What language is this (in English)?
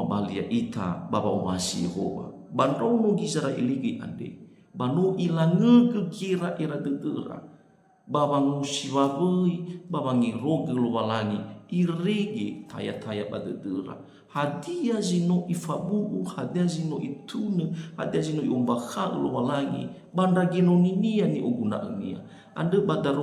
Nias